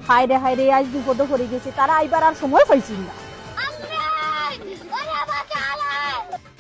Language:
Sylheti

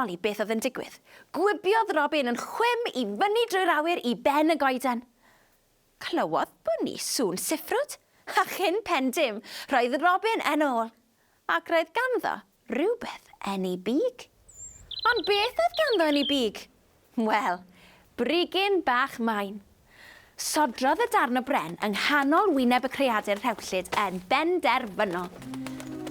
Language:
Welsh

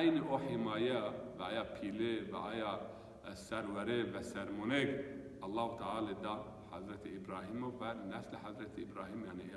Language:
Zaza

